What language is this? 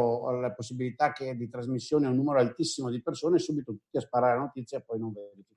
Italian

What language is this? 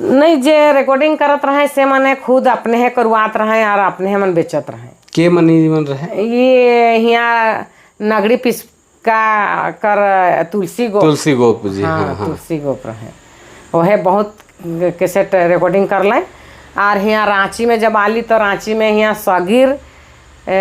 Sadri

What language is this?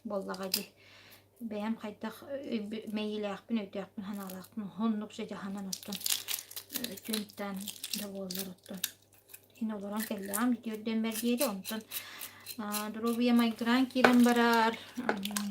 Yakut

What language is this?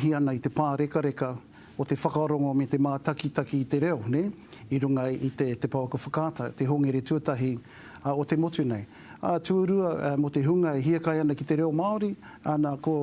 Māori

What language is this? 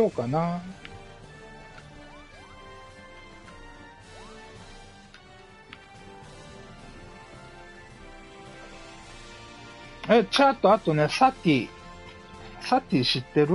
Japanese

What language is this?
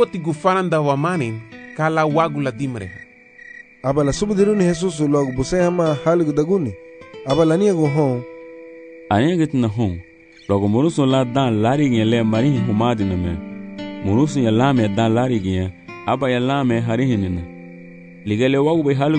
Garifuna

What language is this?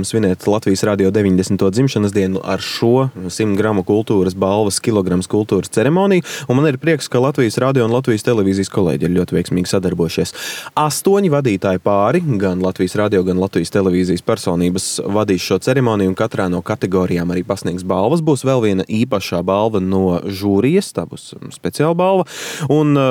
Latvian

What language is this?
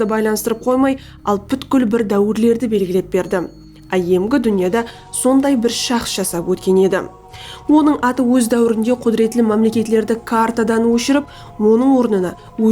Kara-Kalpak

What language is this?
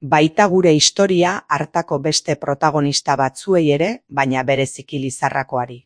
Basque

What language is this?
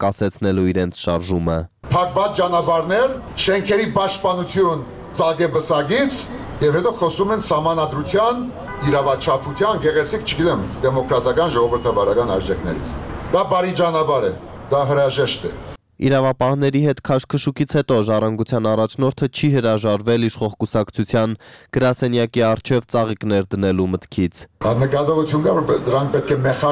Armenian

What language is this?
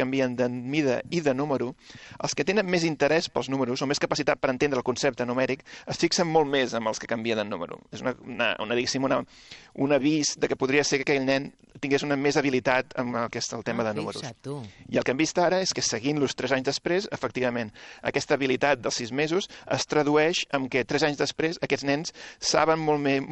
Catalan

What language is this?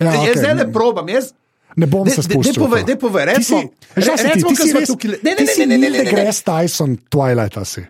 Slovenian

